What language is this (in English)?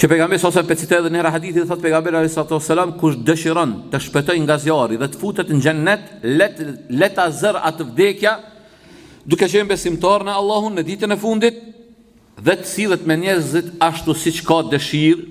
Albanian